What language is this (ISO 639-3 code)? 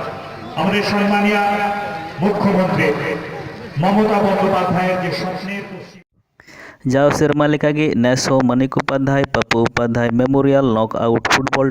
sat